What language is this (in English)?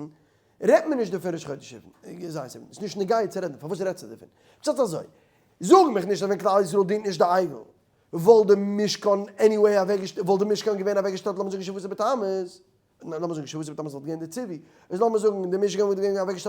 Yiddish